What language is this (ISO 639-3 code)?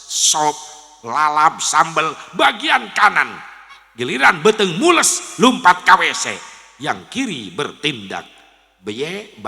sun